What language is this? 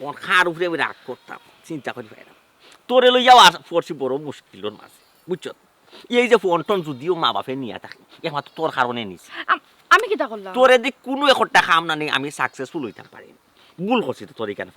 Sylheti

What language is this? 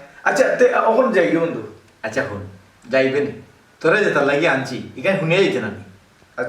Sylheti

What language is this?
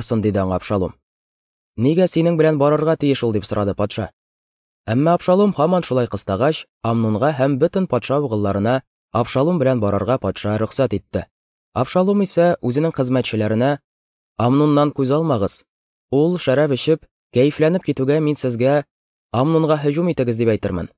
Tatar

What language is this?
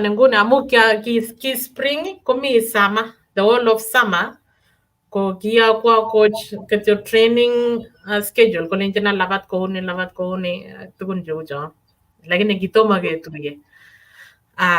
Kalenjin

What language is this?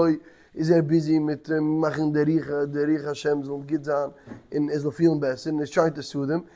Yiddish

